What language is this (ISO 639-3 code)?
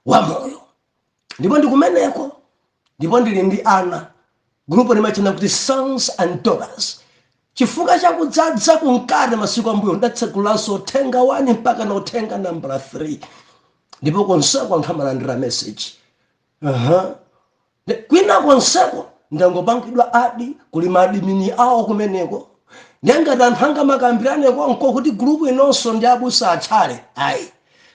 nya